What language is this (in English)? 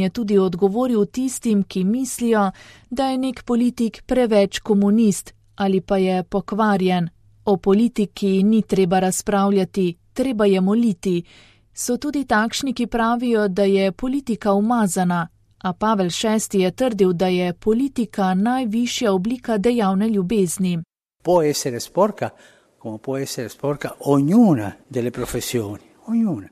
Slovenian